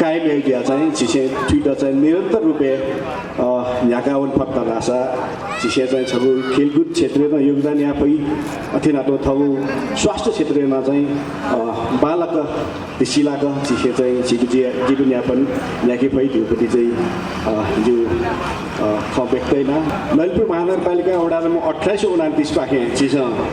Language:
Newari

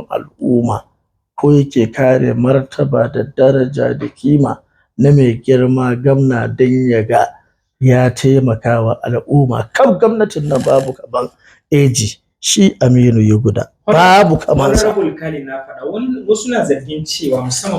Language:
Hausa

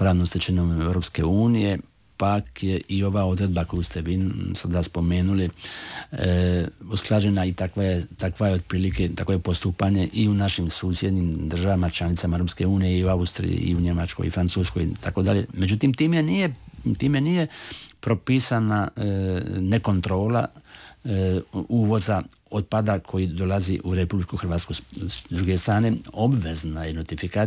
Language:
Croatian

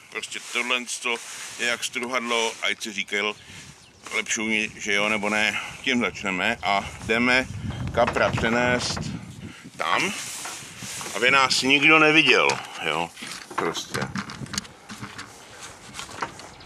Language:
Czech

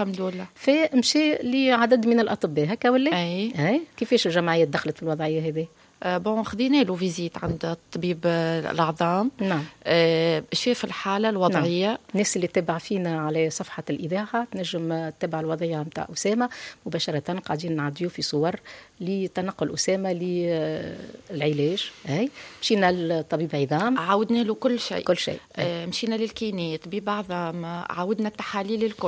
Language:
Tunisian Arabic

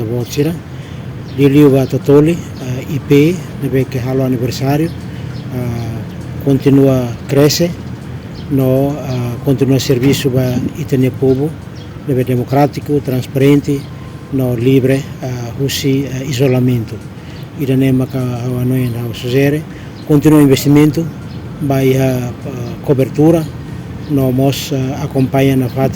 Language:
Tetum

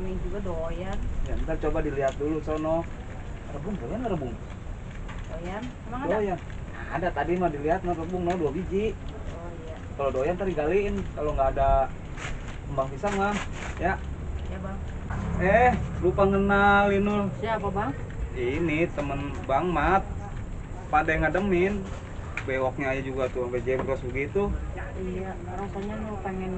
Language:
Betawi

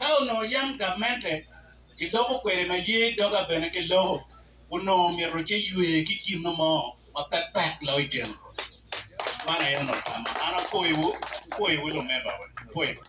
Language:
Acoli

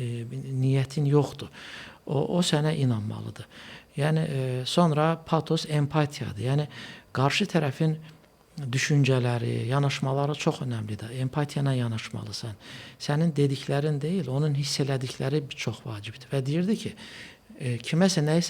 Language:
Azerbaijani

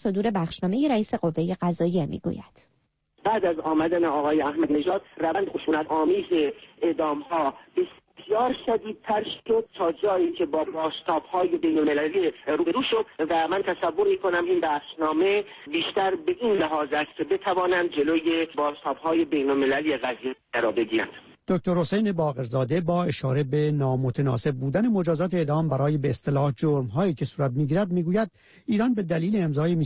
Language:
Persian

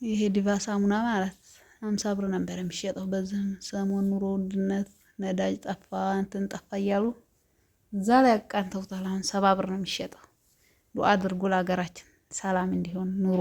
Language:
Amharic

